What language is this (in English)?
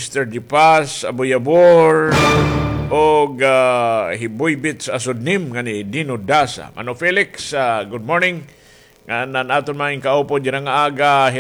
Waray